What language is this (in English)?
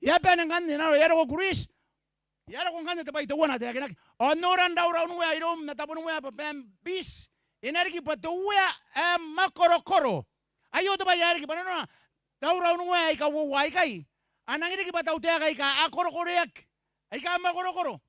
Gilbertese